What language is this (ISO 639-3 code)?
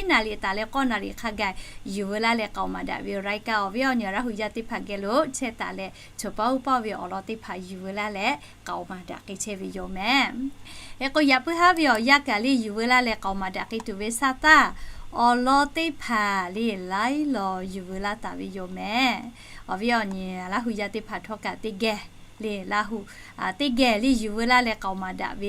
lhu